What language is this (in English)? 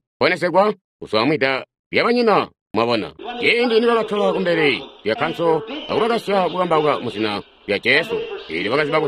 Tonga (Zambia)